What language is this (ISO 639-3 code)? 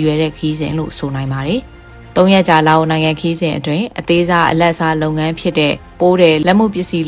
mya